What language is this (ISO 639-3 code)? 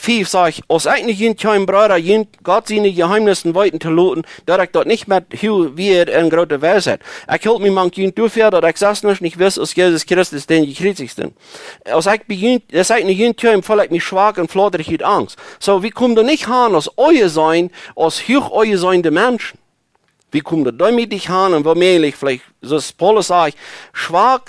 pdt